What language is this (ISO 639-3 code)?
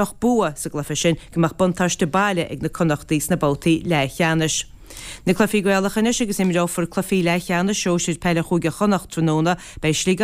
gle